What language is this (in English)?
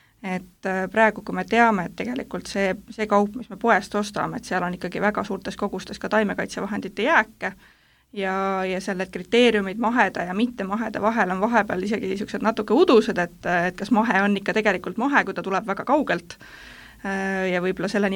Estonian